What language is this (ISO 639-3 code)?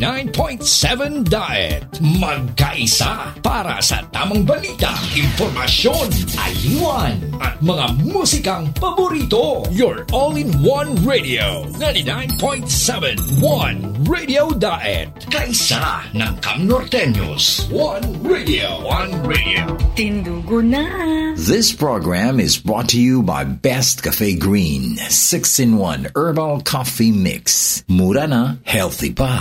fil